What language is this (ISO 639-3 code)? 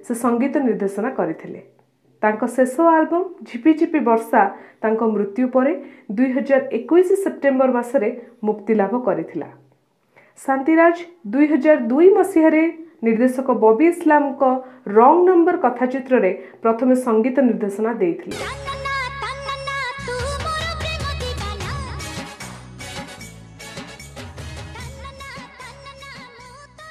ori